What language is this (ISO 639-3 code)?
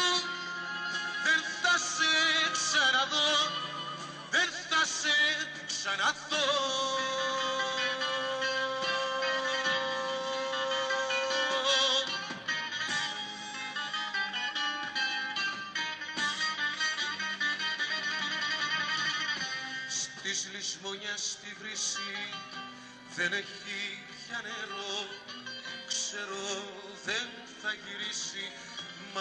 ell